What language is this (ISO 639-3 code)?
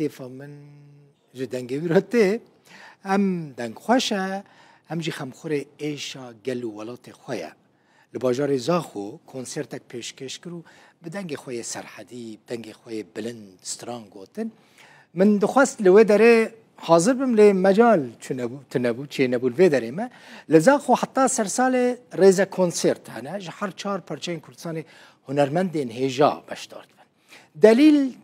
kur